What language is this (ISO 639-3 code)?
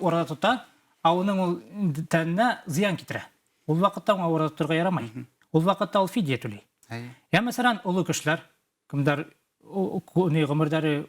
bak